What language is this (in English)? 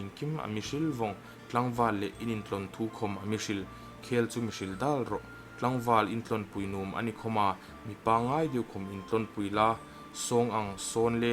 Hmar